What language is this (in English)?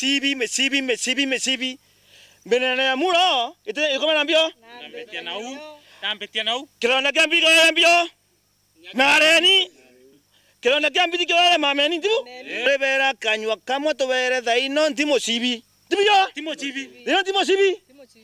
Meru